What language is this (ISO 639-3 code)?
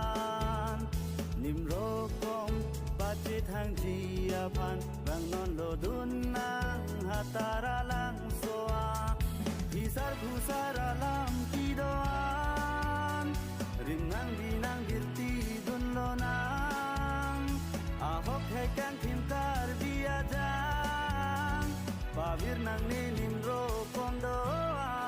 mjw